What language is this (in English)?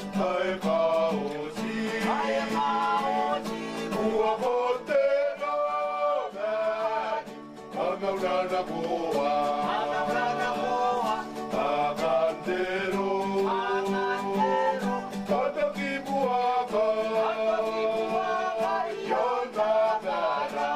Gilbertese